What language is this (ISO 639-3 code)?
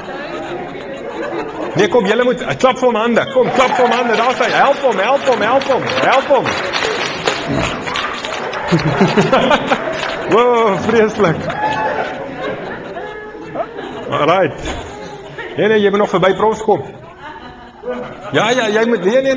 afr